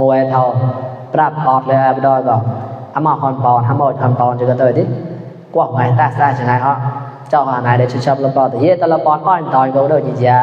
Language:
Mon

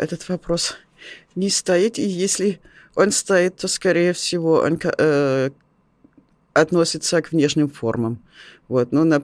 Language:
Russian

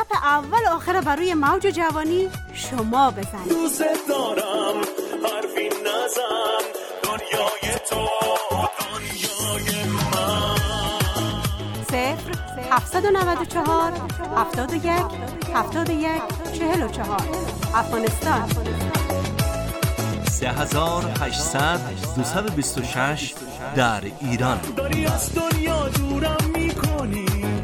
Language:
Persian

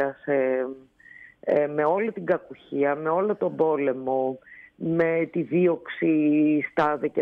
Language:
Greek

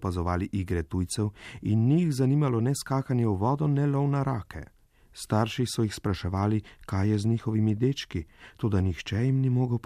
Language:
Slovenian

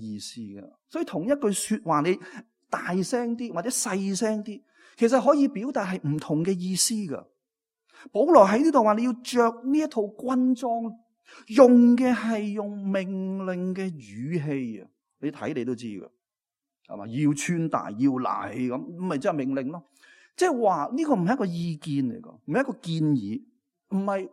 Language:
Cantonese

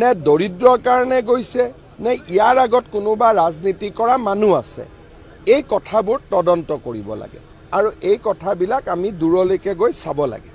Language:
Assamese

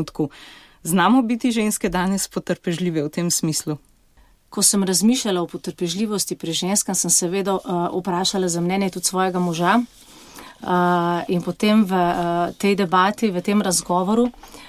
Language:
Slovenian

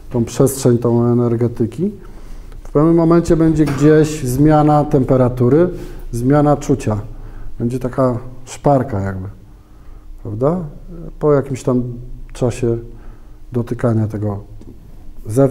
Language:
Polish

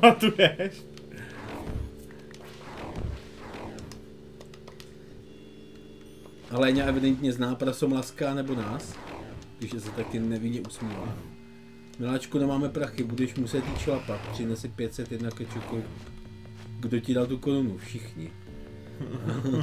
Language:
Czech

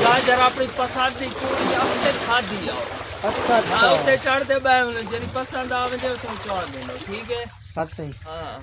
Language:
Saraiki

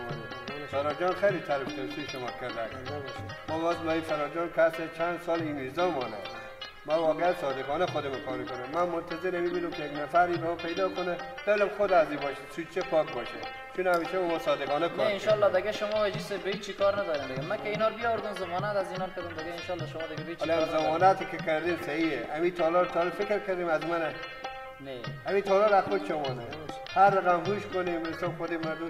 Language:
Persian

